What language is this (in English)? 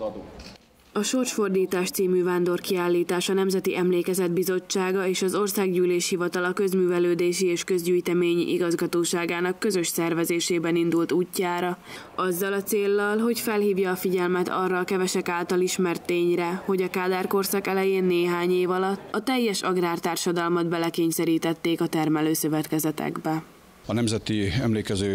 Hungarian